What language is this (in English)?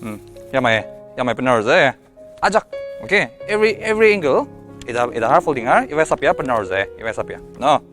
Ao Naga